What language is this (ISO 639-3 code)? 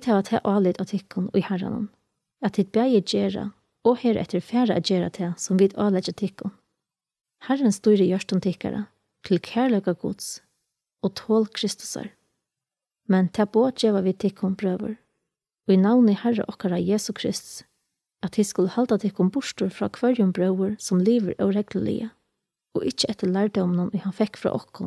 fao